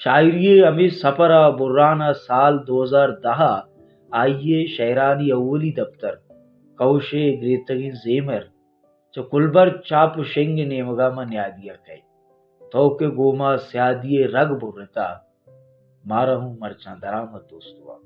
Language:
Baluchi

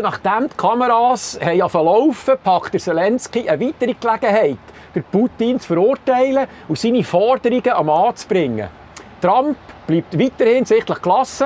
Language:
Swiss German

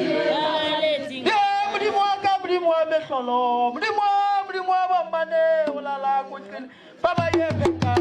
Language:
Northern Sotho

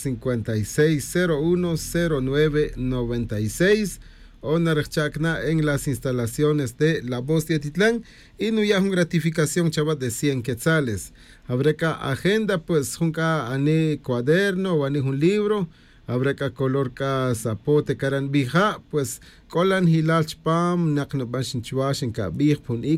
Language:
Tz'utujil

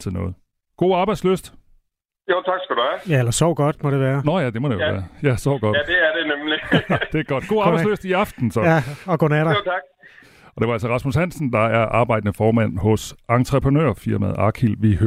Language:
Danish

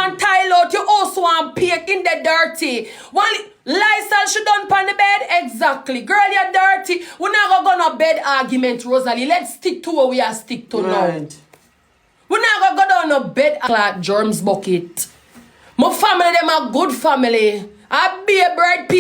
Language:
Jamaican Creole English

